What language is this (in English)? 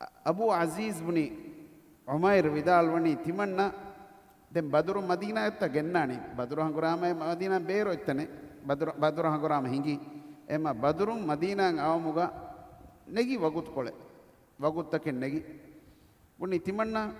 Divehi